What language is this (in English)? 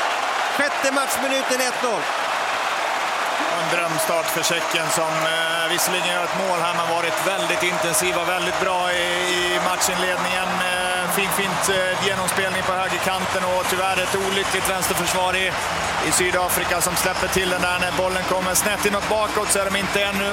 Swedish